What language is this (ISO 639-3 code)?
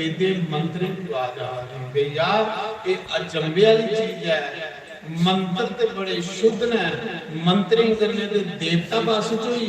doi